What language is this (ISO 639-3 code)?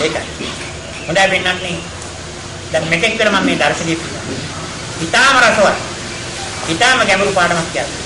sin